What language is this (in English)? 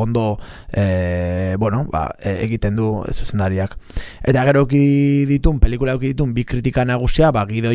Basque